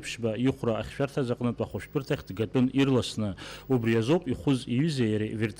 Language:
Abkhazian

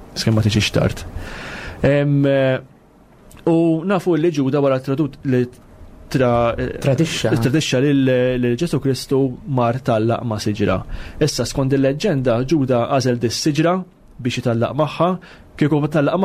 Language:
Maltese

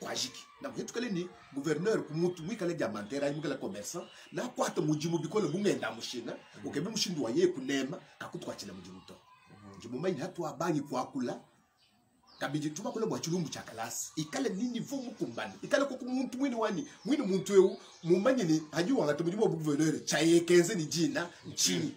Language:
Luba-Lulua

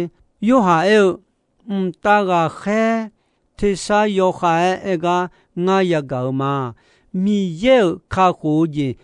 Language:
Akha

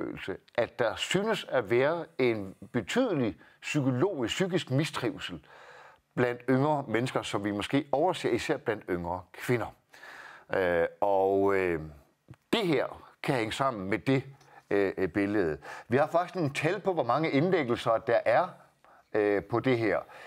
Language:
Danish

